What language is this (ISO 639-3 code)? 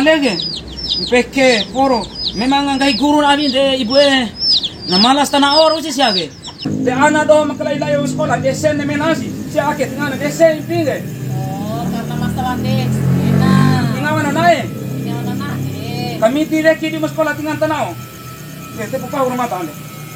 bhp